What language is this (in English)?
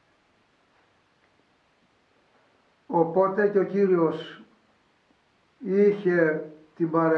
Greek